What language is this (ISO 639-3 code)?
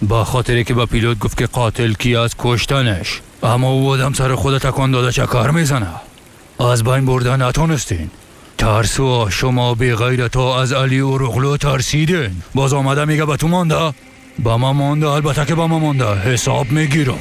tgk